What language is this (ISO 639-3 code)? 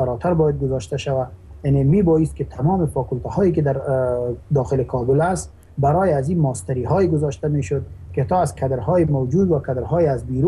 fas